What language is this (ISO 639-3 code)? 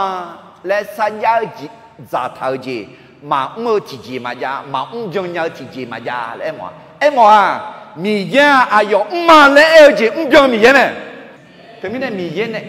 ahk